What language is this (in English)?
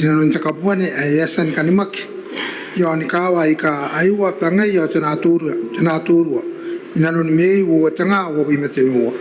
Gilbertese